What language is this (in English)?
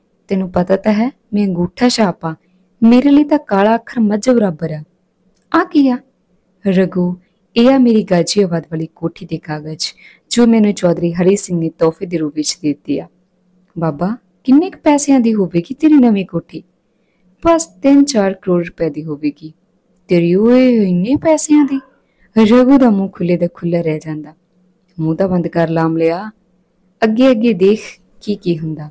Punjabi